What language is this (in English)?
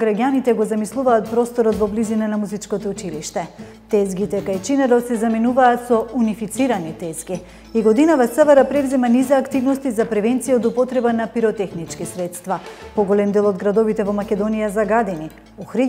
Macedonian